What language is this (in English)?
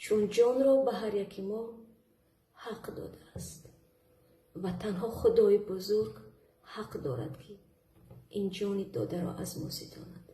Tajik